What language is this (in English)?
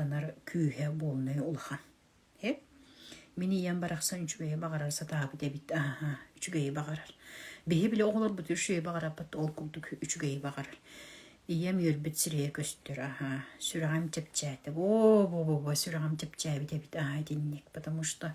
Yakut